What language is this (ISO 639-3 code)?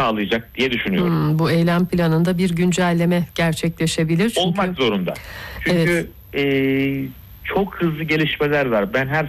tur